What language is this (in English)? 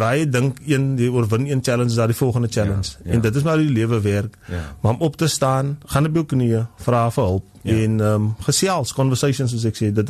Afrikaans